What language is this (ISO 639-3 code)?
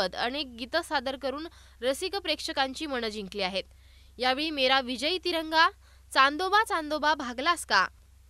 mar